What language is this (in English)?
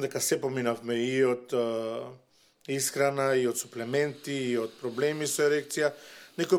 Macedonian